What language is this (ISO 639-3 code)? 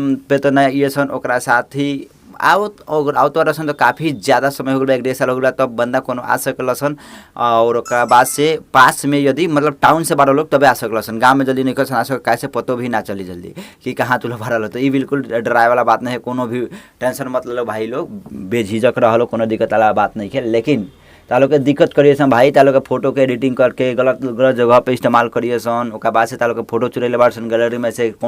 bho